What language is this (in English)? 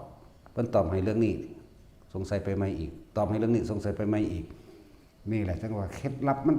Northeastern Thai